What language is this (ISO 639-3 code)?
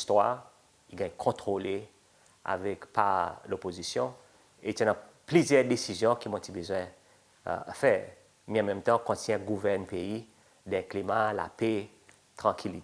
crs